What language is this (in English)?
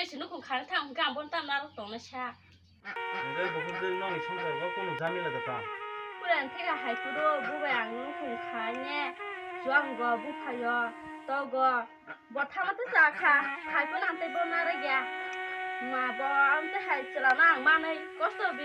Kok Borok